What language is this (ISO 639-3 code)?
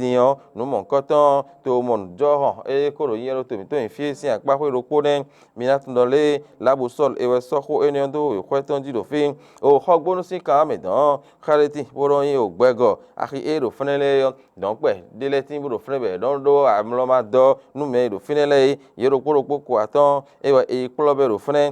fon